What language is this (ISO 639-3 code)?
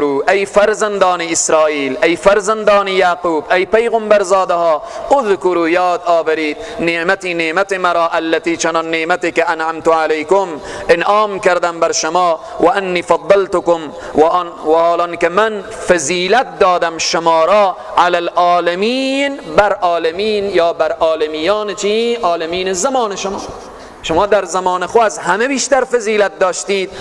fas